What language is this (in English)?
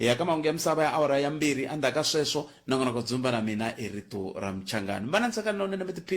Tsonga